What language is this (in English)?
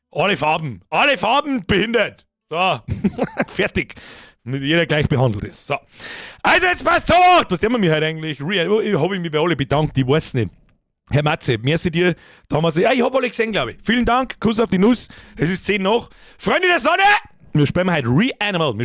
Bavarian